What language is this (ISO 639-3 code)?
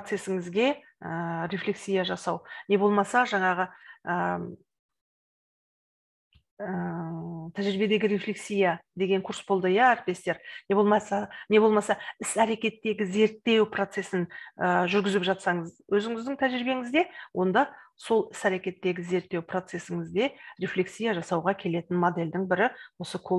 kaz